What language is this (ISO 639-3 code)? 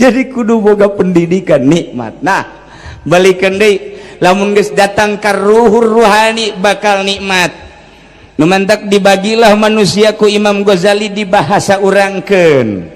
sun